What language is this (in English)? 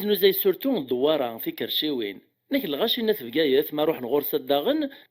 Kabyle